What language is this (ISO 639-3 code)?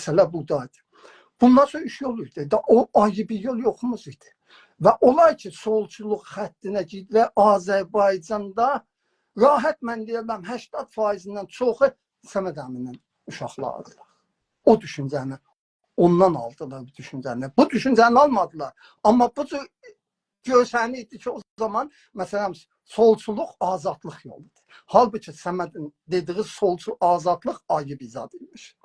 azb